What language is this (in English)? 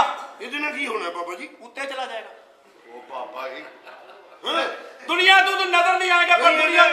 Punjabi